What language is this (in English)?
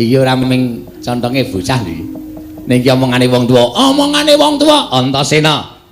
Javanese